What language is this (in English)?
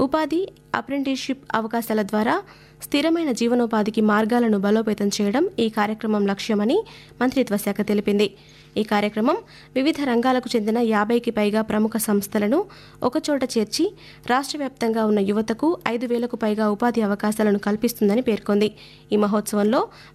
Telugu